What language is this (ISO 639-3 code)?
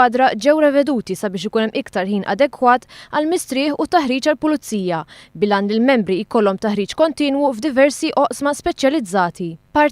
mlt